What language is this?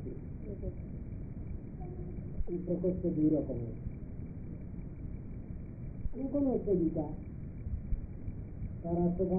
Bangla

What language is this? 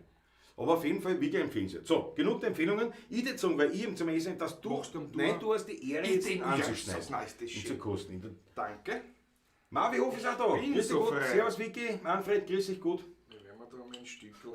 Bavarian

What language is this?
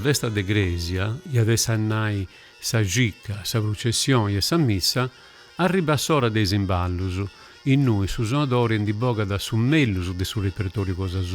Sardinian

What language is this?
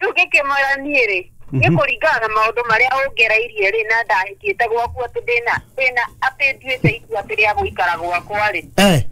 Kikuyu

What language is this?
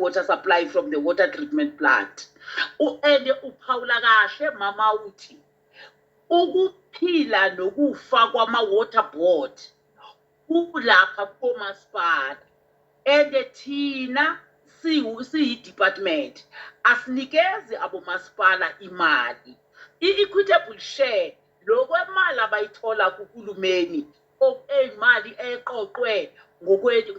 Zulu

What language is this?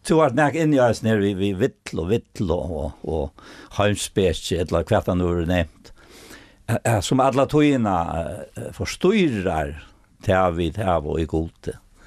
Faroese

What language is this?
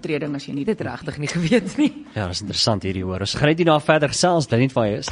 Afrikaans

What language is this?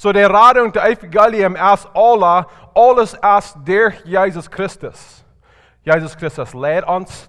Plautdietsch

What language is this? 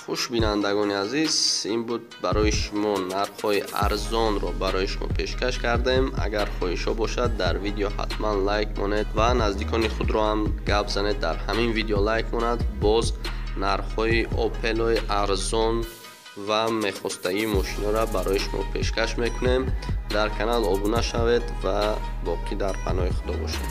Tajik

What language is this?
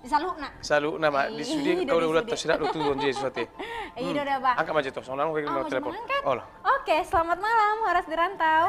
Batak Toba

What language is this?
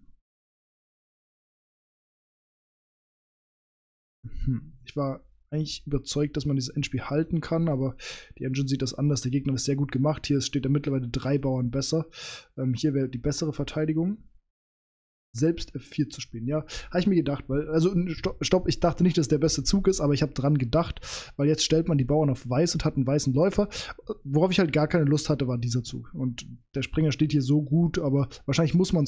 German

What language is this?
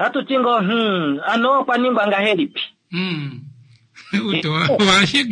Kuanyama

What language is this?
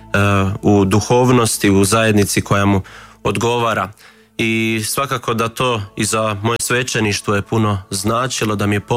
Croatian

